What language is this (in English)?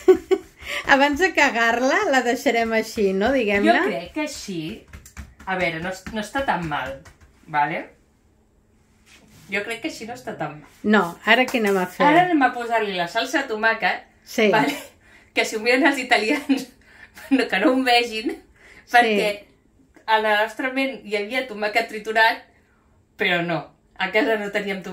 Catalan